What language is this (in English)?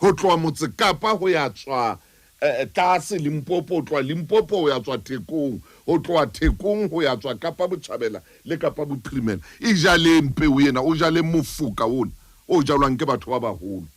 Southern Sotho